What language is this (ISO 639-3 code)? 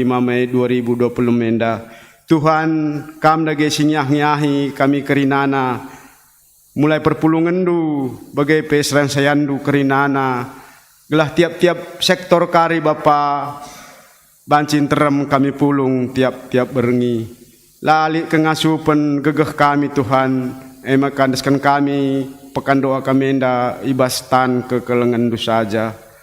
btx